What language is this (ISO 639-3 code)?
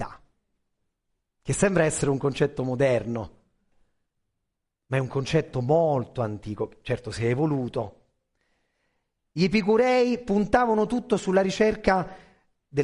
ita